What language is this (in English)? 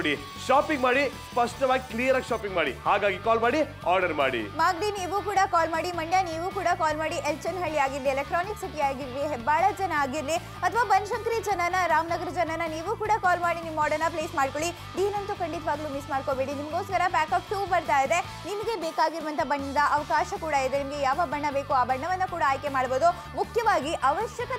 Kannada